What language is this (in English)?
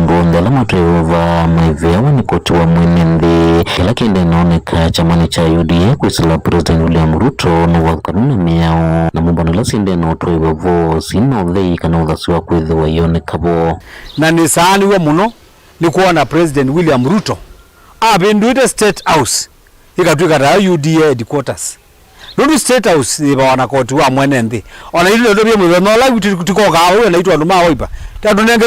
Kamba